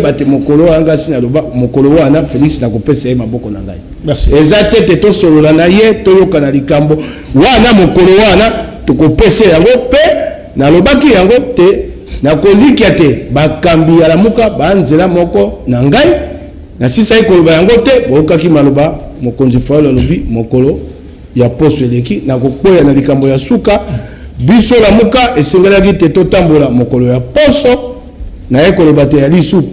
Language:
Lingala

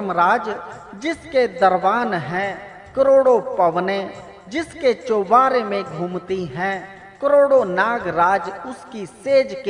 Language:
Hindi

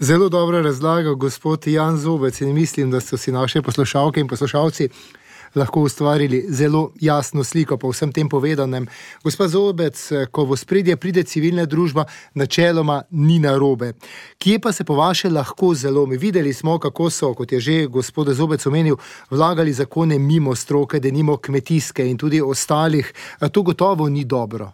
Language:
Slovenian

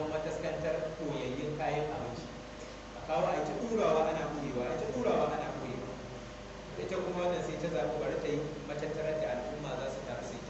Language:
Hausa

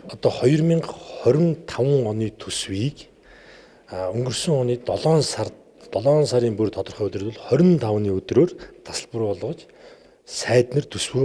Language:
Mongolian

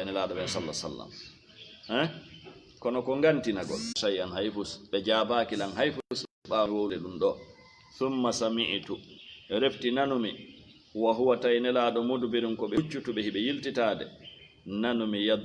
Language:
Fula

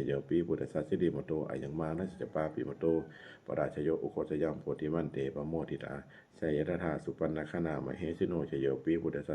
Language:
Pali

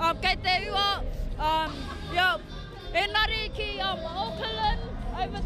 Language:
Māori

